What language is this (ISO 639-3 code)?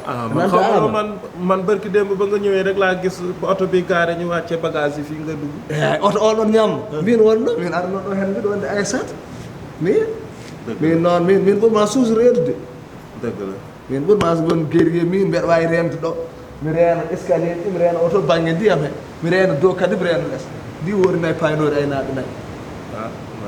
ful